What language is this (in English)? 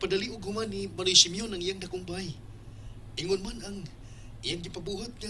Cebuano